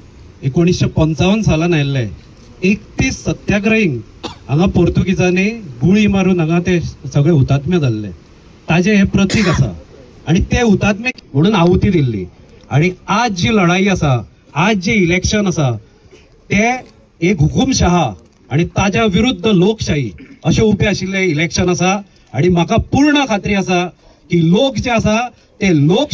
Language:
Konkani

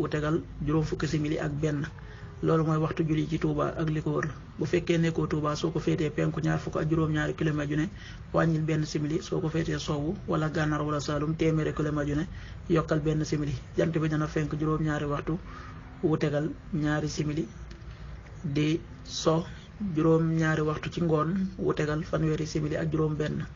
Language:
Wolof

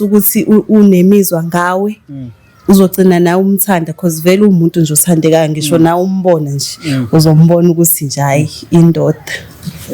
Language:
Zulu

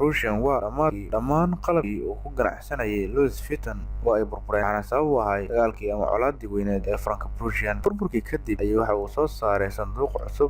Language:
Somali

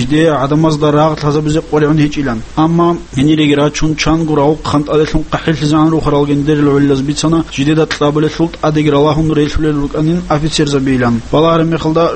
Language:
Avaric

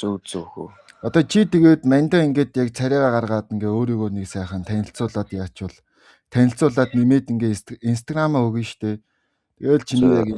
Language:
Mongolian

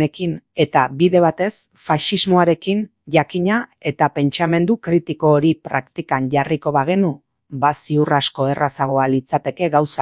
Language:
Basque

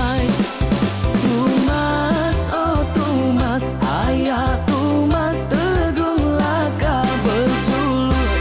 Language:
Iban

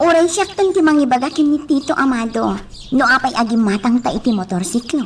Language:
Iloko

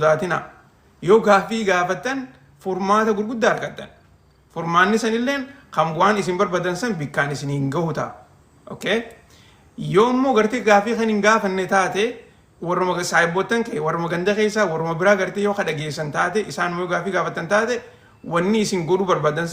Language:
Oromo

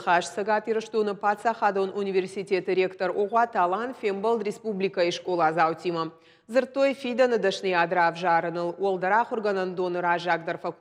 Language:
Ossetic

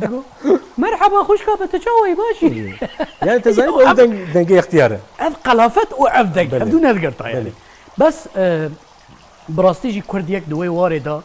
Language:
Kurdish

